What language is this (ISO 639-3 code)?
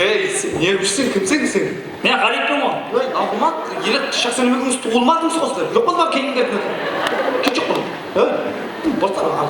kaa